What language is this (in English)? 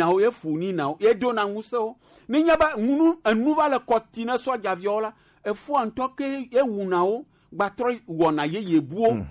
Gen